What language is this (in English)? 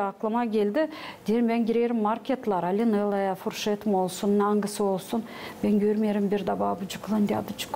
Gagauz